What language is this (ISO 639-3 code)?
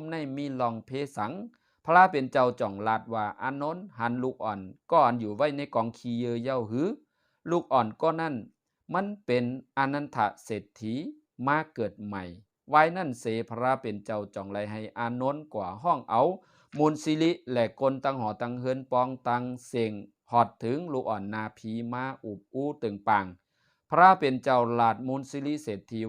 shn